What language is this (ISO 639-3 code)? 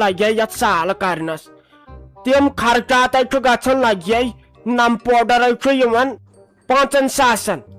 kas